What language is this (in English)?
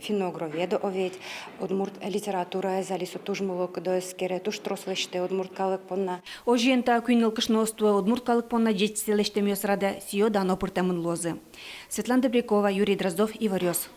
Udmurt